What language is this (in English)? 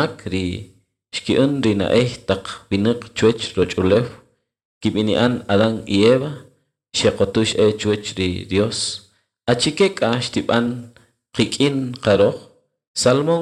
Kaqchikel